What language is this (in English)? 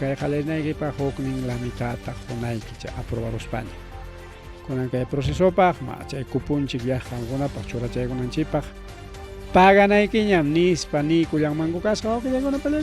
Ayacucho Quechua